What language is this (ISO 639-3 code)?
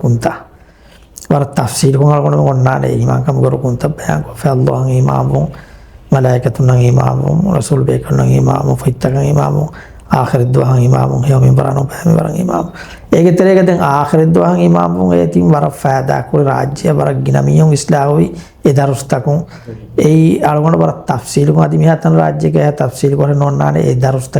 div